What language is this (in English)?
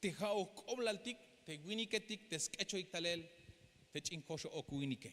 Tzeltal